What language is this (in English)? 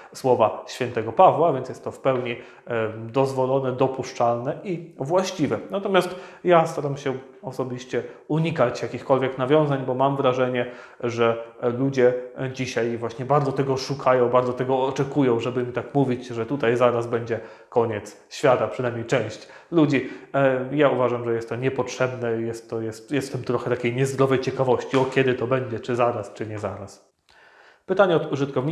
Polish